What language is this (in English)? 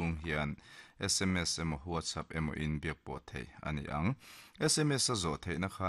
Mizo